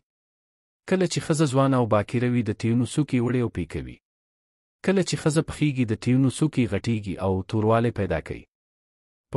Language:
Pashto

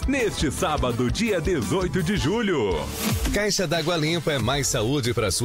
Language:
Portuguese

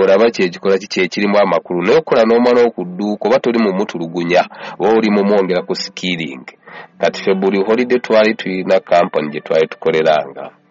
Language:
Ganda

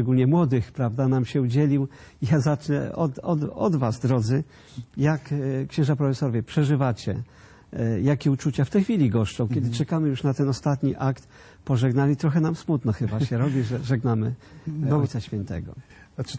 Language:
Polish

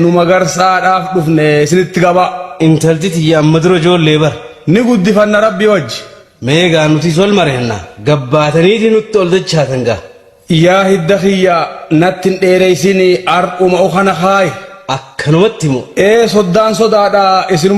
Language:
Oromo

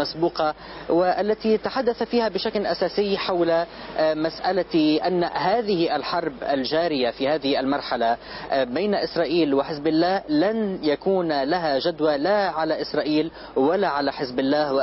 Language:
Arabic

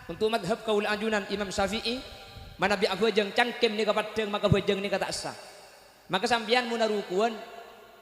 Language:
Madurese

